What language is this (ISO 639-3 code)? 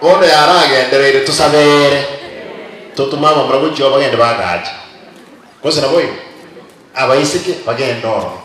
guz